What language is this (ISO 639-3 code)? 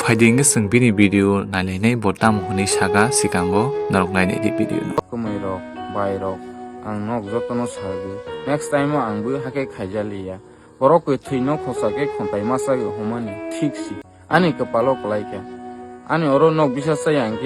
trp